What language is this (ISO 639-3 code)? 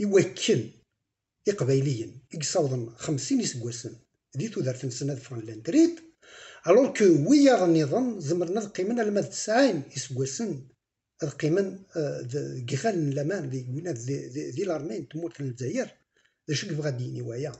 kab